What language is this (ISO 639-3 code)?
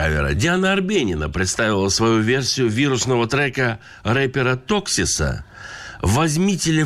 rus